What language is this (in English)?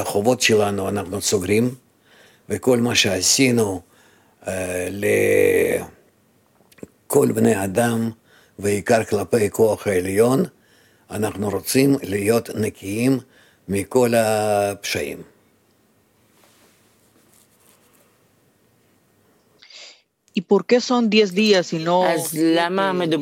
Hebrew